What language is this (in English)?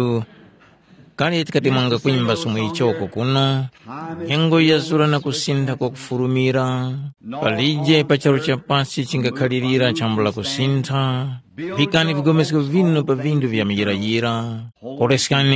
Tumbuka